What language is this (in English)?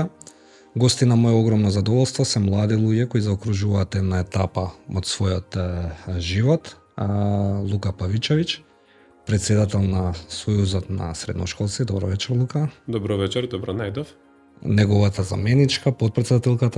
Macedonian